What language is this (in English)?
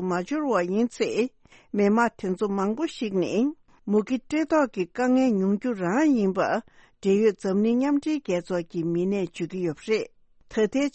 Tibetan